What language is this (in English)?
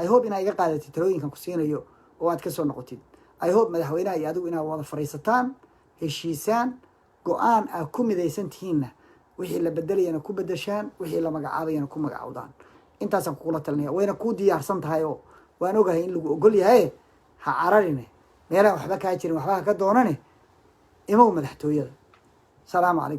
Somali